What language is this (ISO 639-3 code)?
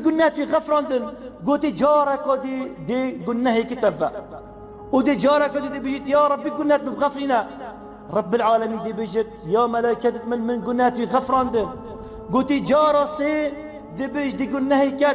kur